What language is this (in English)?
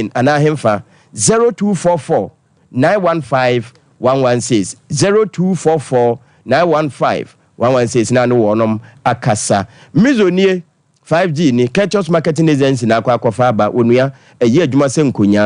Akan